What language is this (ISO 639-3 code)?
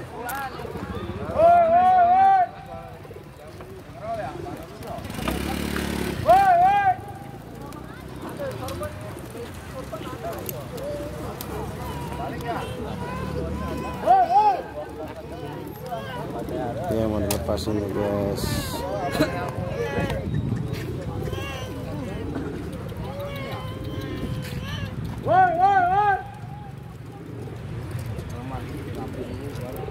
ind